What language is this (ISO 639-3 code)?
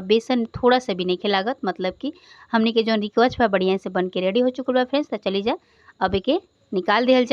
bho